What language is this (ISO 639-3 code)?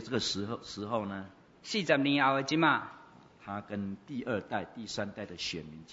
zho